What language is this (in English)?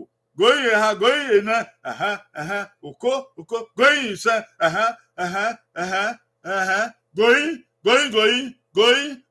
Bini